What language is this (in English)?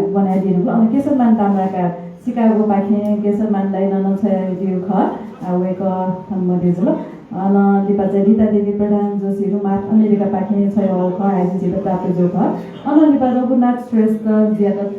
Newari